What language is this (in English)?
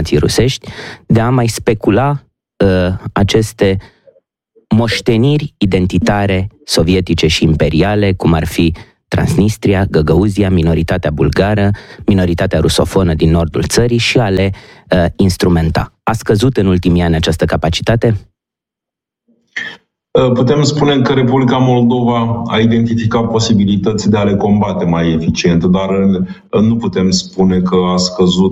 Romanian